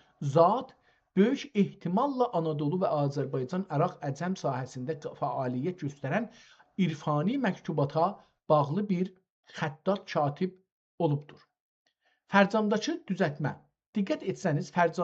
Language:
South Azerbaijani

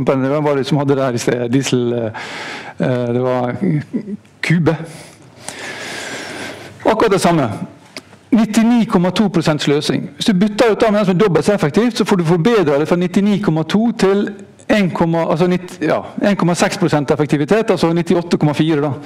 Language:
Norwegian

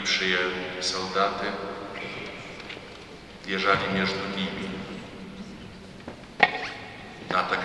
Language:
Russian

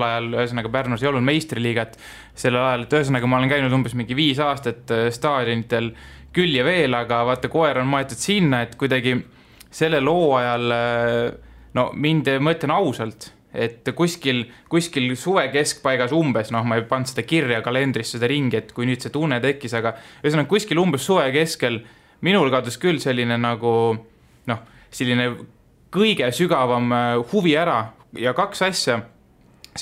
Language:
Estonian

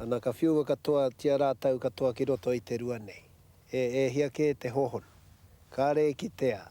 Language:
Māori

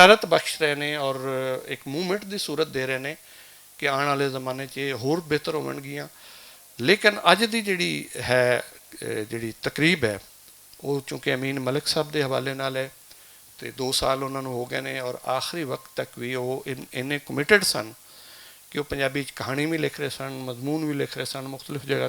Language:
Western Panjabi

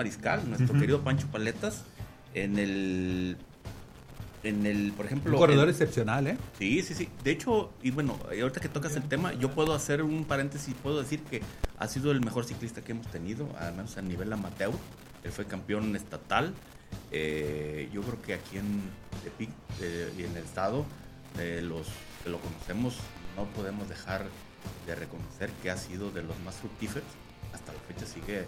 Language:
Spanish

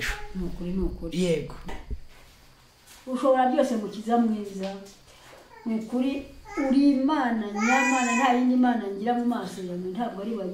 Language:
Kinyarwanda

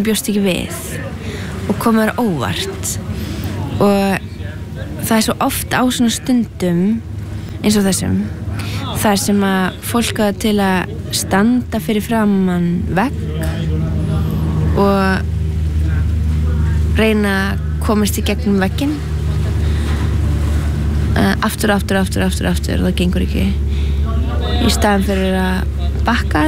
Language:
Icelandic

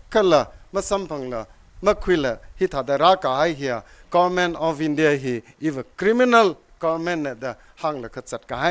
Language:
Tangkhul Naga (India)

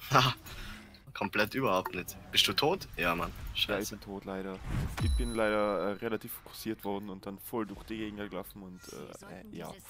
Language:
German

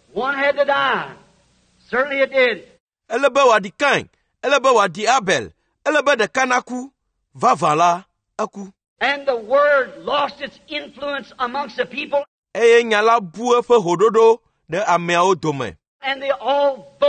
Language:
Ewe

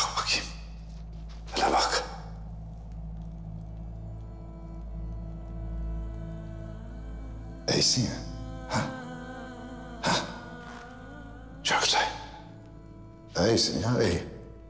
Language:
Turkish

